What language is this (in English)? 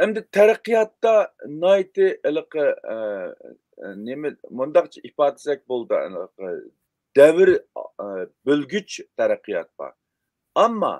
Uyghur